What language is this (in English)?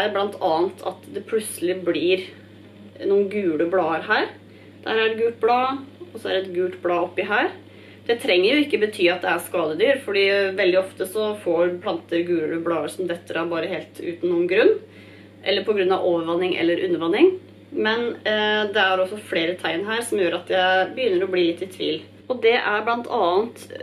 Norwegian